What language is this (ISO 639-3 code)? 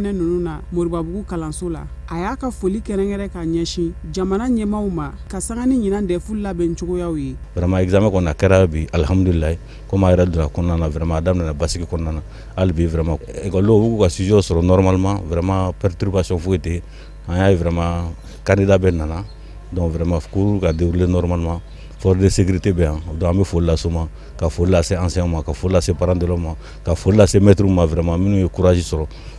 bam